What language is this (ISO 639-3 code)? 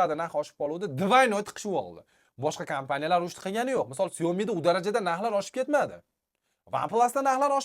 uzb